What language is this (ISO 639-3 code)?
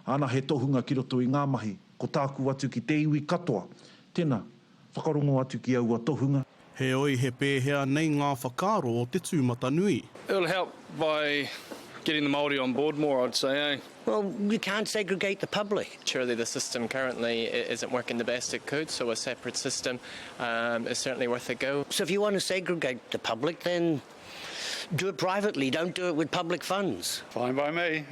mri